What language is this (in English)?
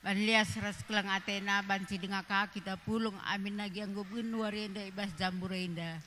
Batak Karo